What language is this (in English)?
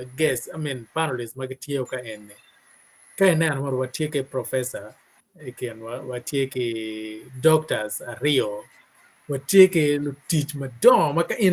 Acoli